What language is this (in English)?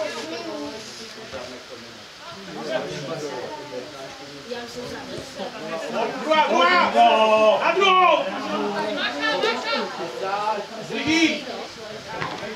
Czech